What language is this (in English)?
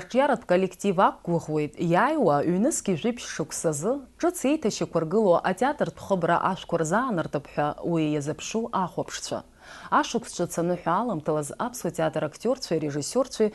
Abkhazian